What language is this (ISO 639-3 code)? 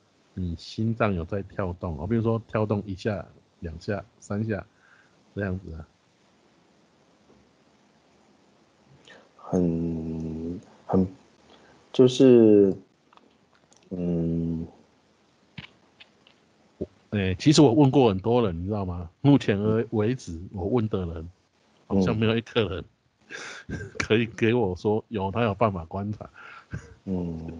zho